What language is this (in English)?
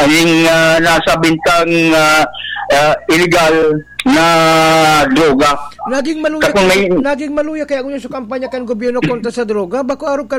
Bikol